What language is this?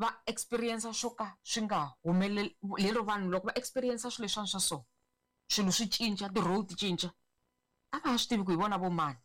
Tsonga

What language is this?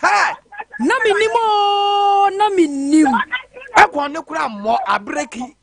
Akan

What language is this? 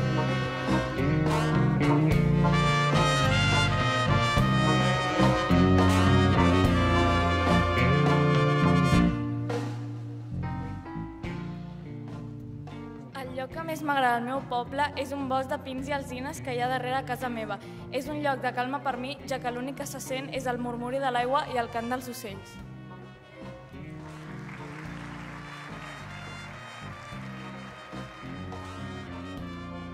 Catalan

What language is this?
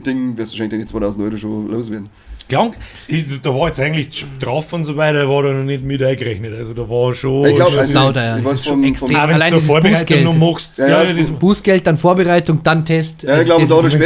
Bavarian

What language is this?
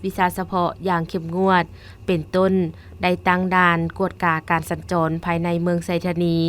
Lao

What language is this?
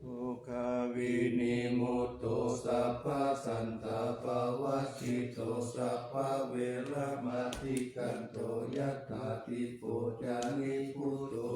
Pali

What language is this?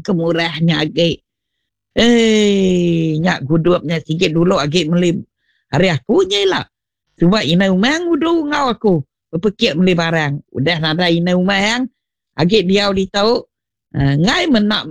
Iban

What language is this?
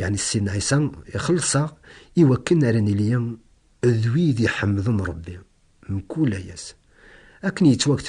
Kabyle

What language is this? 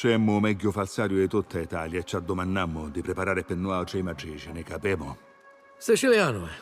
Sicilian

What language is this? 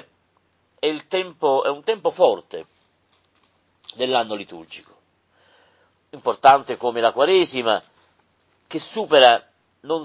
Italian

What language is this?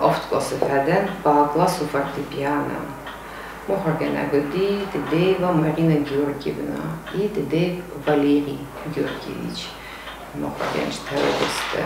Ossetic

